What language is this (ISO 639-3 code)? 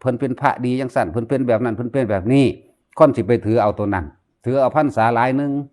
tts